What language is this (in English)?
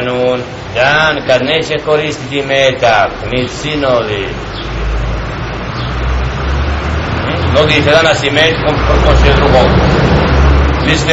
Bosnian